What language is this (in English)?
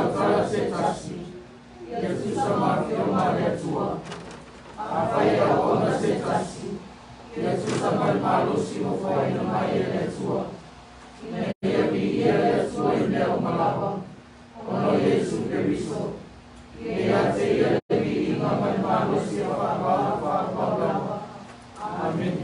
Samoan